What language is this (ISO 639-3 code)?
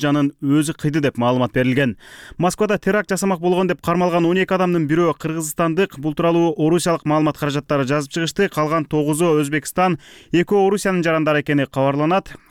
kir